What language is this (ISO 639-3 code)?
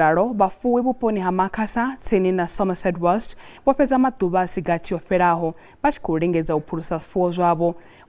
ven